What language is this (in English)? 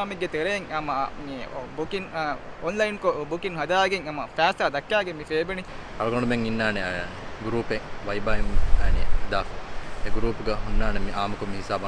Divehi